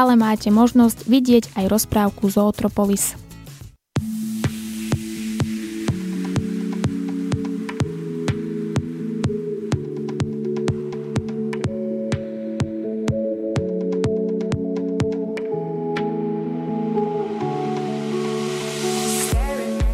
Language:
Slovak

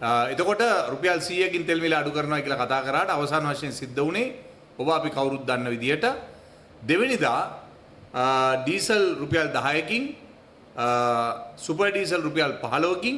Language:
Sinhala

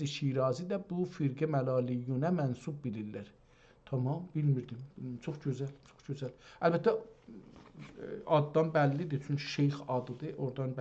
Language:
South Azerbaijani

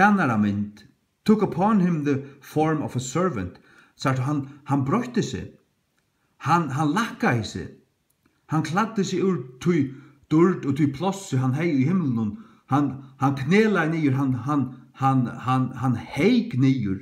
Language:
Faroese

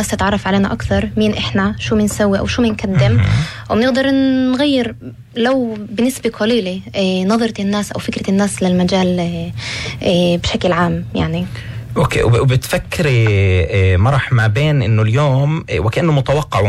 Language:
North Levantine Arabic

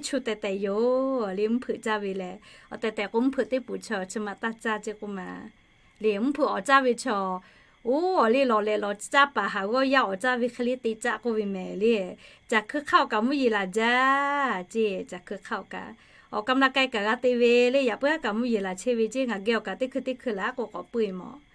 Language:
Lahu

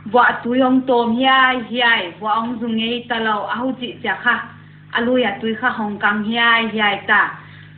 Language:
Paite Chin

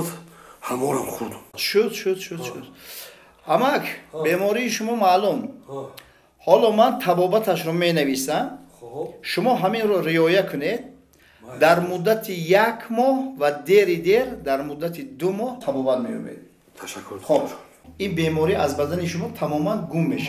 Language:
Tajik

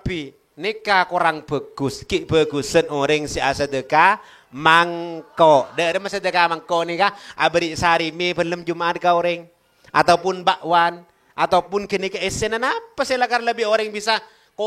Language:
Madurese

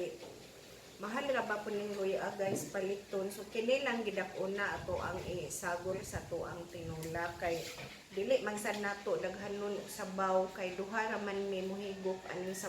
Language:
Cebuano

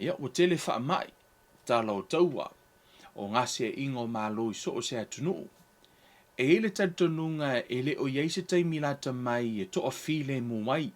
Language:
Samoan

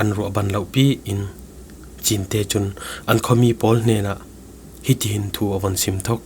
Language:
Falam Chin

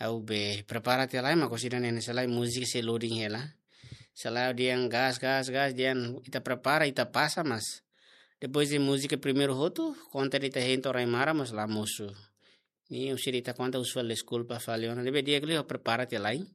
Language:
Tetum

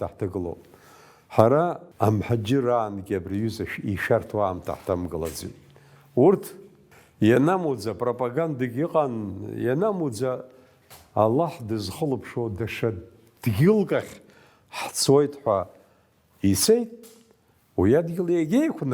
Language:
Abkhazian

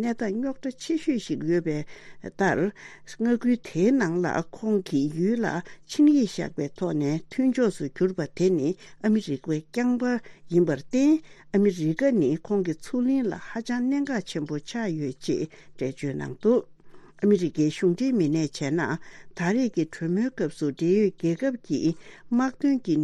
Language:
Tibetan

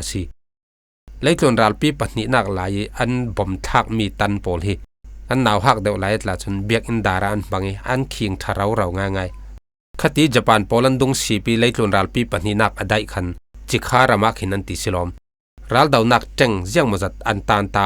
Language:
Falam Chin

